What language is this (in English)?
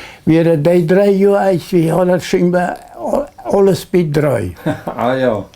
Plautdietsch